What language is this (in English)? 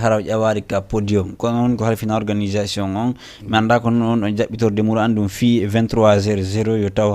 Fula